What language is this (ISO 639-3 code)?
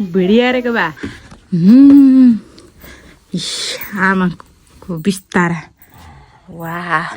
nep